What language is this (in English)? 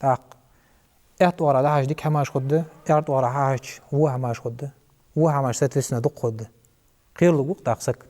Ingush